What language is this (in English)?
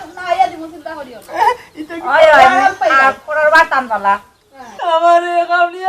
Sylheti